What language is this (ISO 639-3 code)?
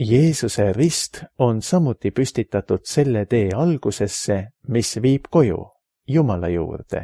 est